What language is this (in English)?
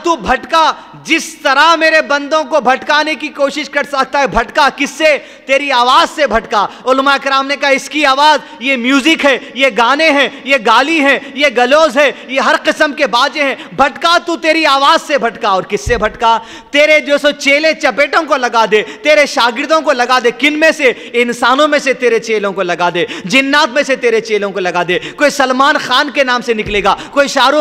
Urdu